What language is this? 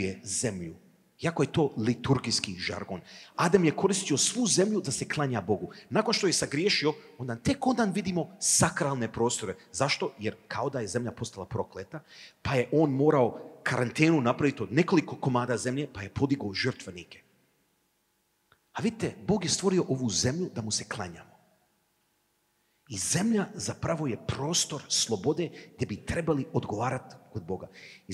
Croatian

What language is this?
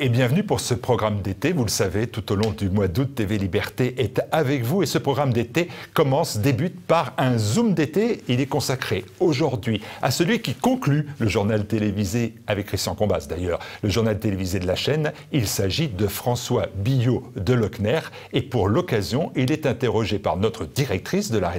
French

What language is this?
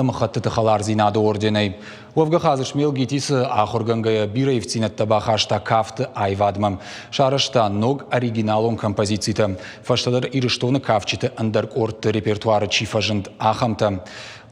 Ossetic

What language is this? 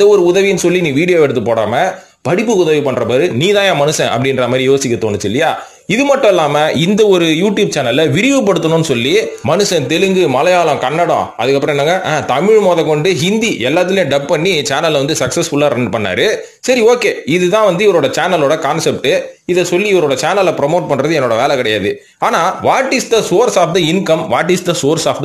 Tamil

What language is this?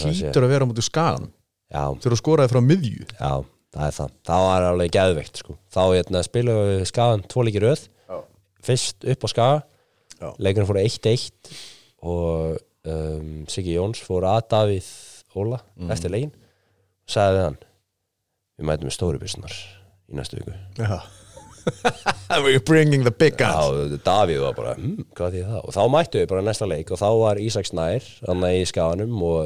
Icelandic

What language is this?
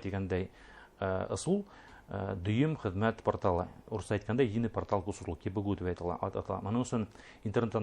Bashkir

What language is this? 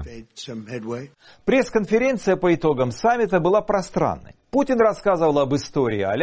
Russian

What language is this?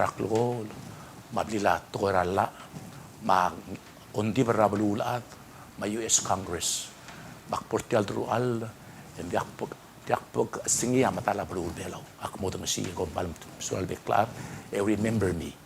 Palauan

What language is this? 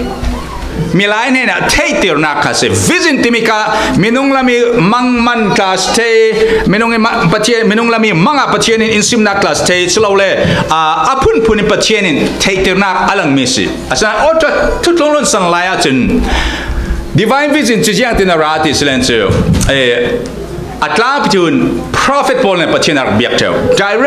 Falam Chin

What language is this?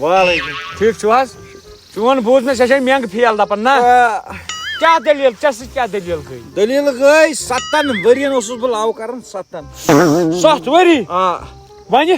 Kashmiri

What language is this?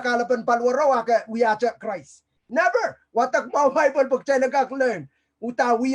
Pohnpeian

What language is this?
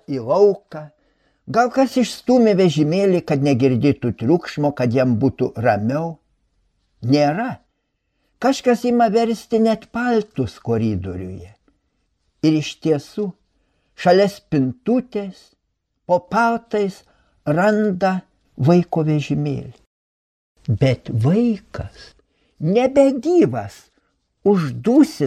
Lithuanian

